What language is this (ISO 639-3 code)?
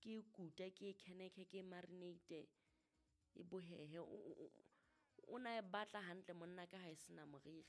sot